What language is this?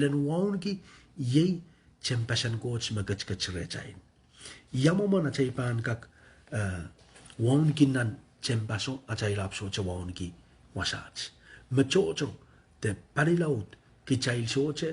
Pohnpeian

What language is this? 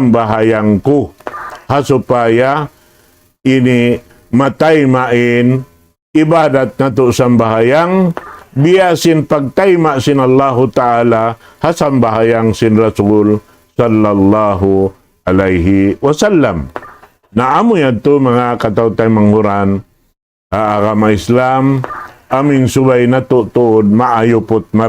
Tausug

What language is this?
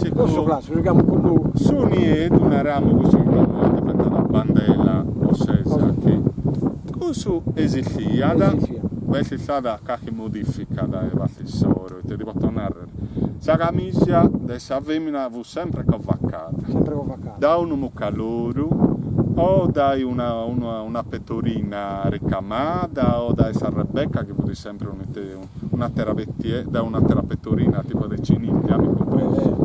Sardinian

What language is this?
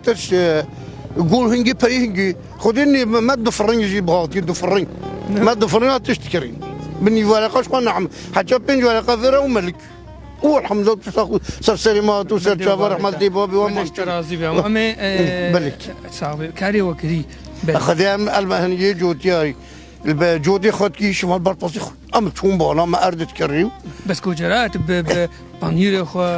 Kurdish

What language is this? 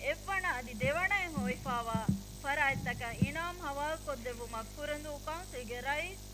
Divehi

